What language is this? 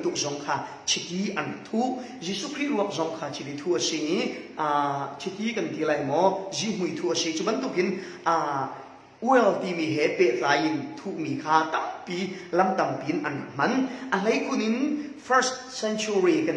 Falam Chin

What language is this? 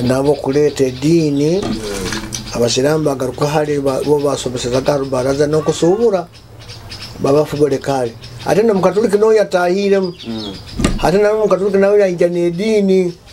Nyoro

